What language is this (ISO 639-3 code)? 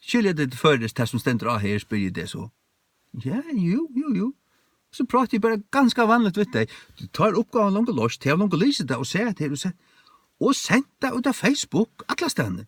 fao